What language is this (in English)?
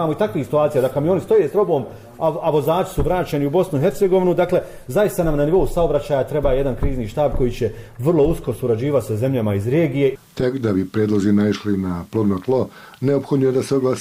Bosnian